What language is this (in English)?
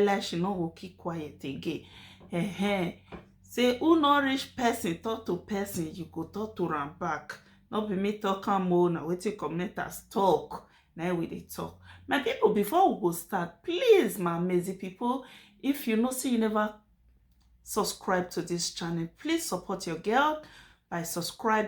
Nigerian Pidgin